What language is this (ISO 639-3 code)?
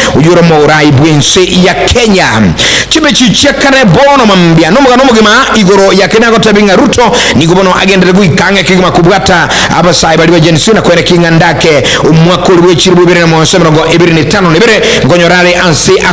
guz